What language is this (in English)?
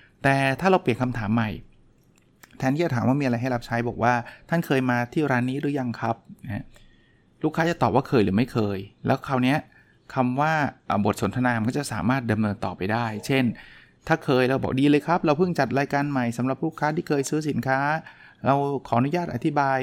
Thai